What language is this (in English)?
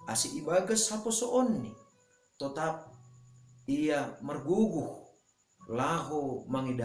Batak Simalungun